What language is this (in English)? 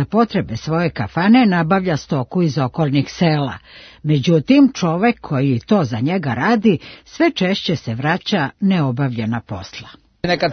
Serbian